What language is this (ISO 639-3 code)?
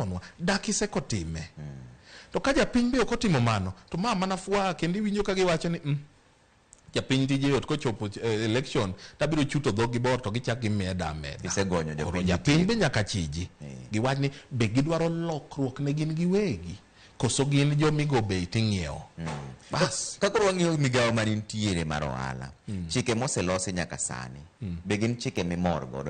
luo